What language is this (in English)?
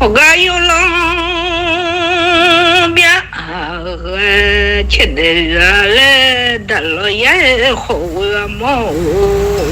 Akha